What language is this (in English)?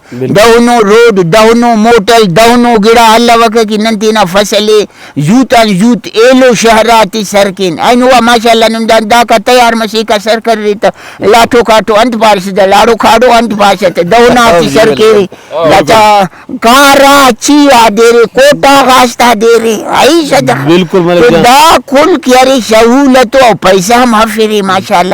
Brahui